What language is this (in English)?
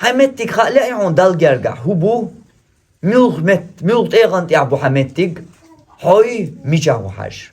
Chechen